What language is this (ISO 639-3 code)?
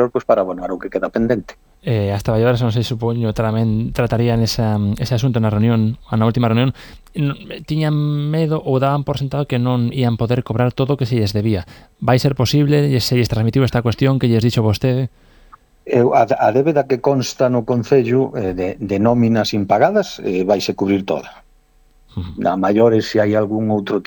glg